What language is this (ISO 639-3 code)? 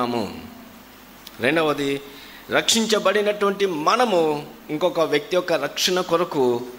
tel